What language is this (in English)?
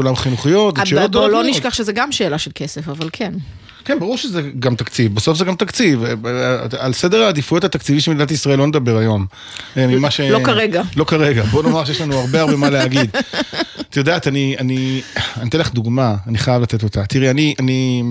Hebrew